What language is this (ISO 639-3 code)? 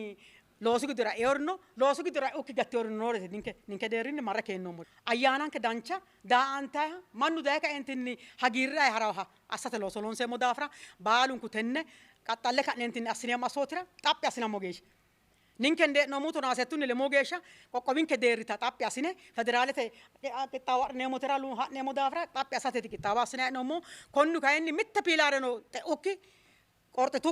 sid